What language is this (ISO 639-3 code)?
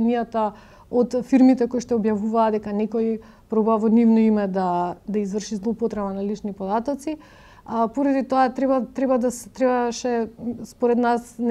mkd